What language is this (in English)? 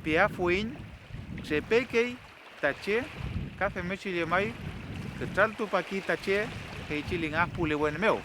Mapuche